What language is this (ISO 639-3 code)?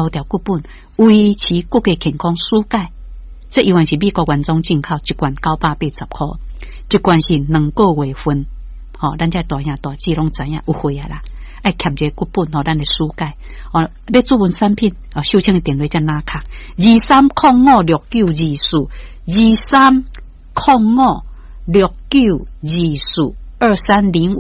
nan